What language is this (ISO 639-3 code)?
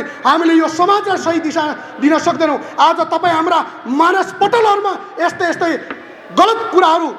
nep